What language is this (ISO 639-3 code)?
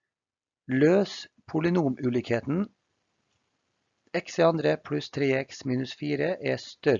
nor